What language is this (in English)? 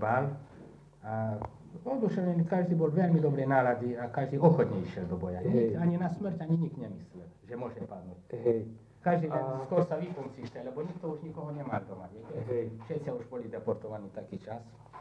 Slovak